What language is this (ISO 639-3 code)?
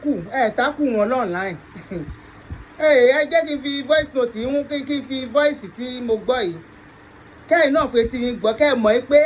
yor